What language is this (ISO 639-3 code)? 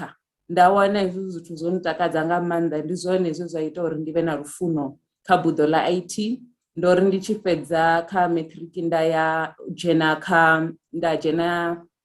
ven